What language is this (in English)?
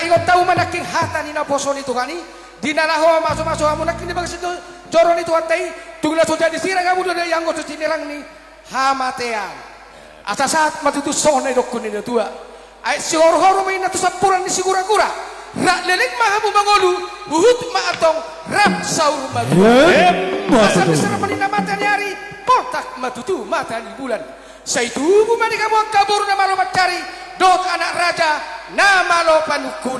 Batak Toba